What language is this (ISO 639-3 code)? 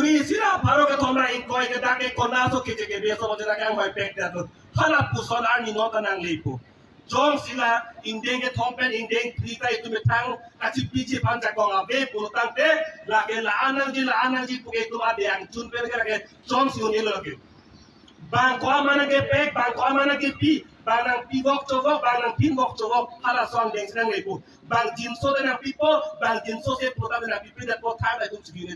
mjw